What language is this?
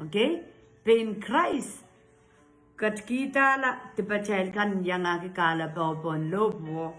Pohnpeian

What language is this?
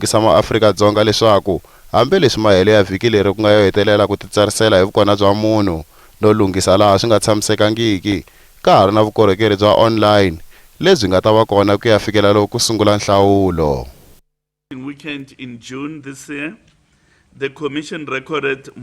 Tsonga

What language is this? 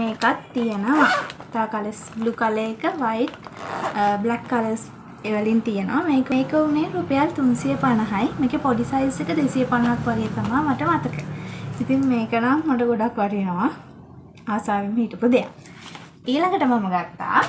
Sinhala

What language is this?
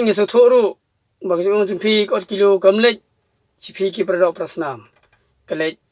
Khasi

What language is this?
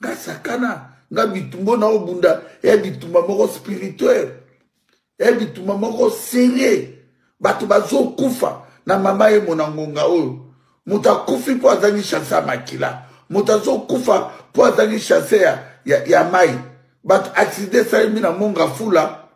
Lingala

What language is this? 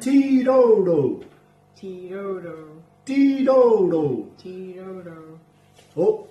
Māori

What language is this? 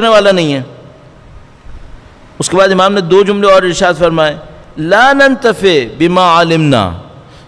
Urdu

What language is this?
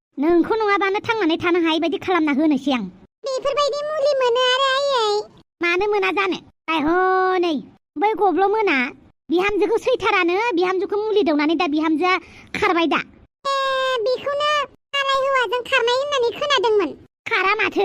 Bodo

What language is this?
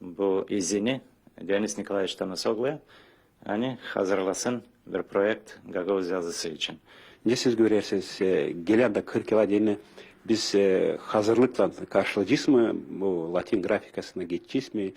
Gagauz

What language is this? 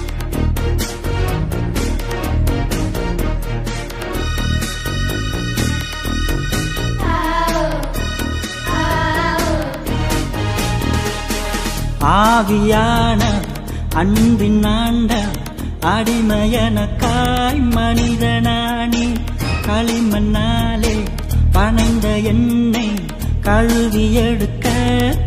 Tamil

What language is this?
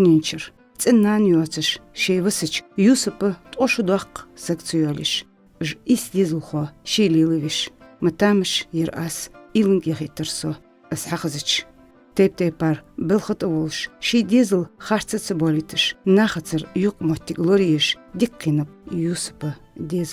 Ingush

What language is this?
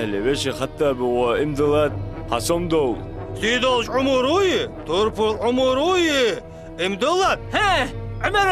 Ingush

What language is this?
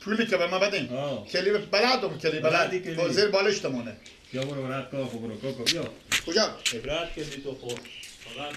Persian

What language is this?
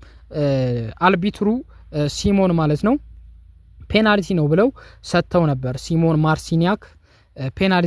Amharic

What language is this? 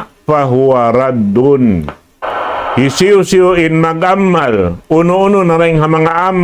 Tausug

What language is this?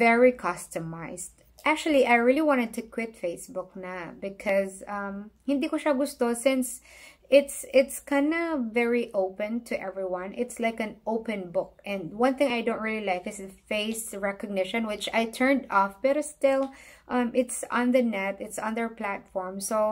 Filipino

